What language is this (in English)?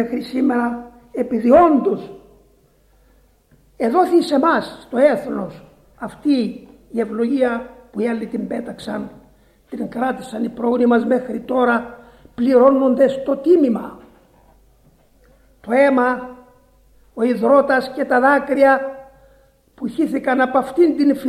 Greek